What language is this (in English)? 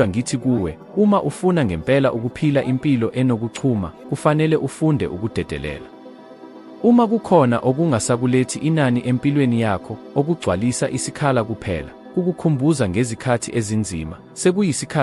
Zulu